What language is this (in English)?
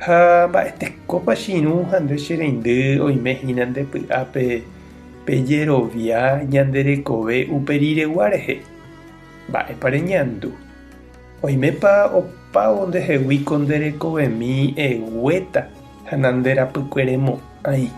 Guarani